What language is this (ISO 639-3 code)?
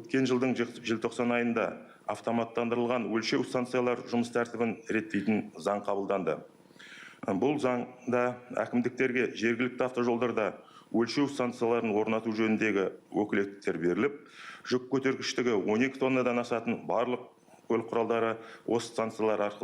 kaz